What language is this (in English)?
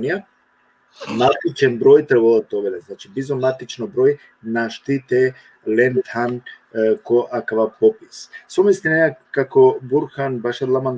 Balkan Romani